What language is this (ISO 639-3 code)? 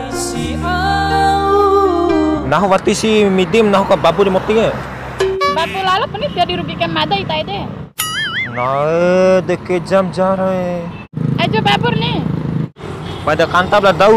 bhp